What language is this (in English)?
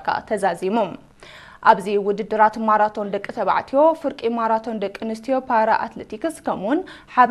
Tigrinya